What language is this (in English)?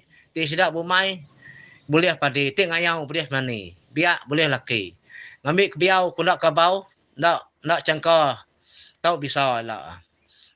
Iban